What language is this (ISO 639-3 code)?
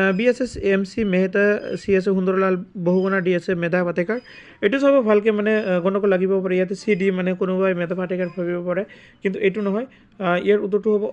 asm